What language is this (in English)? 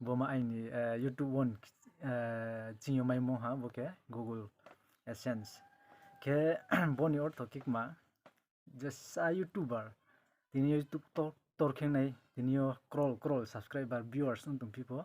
Riang (India)